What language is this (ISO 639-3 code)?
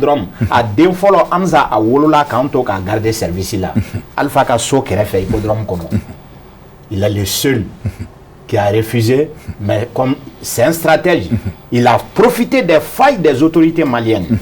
bam